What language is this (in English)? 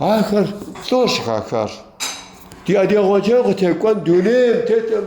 Kabardian